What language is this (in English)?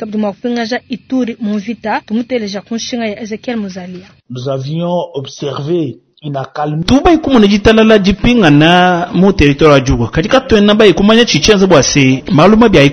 Luba-Lulua